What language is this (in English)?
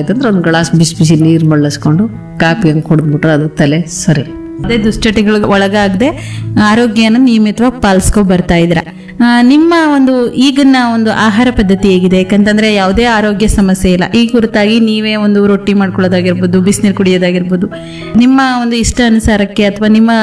Kannada